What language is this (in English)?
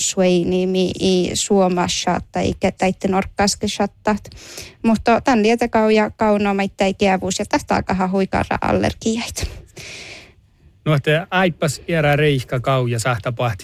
Northern Sami